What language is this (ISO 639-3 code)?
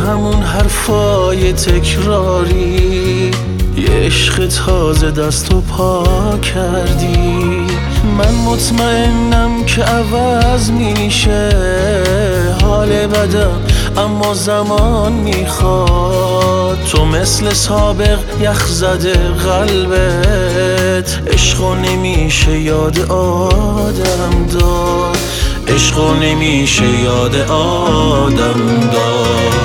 fas